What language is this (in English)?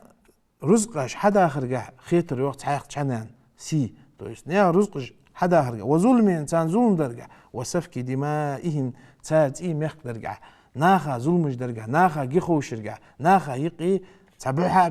Ingush